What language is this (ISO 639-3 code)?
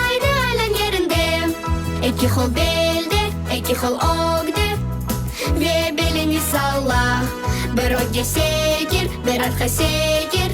crh